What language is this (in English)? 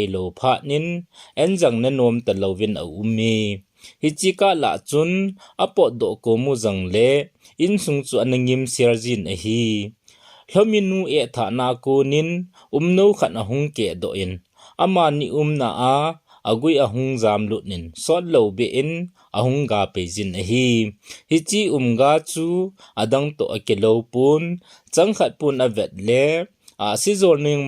Thado Chin